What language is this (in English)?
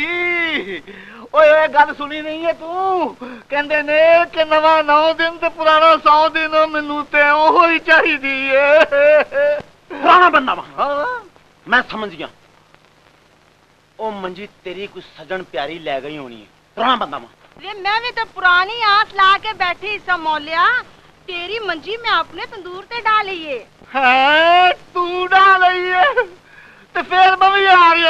Punjabi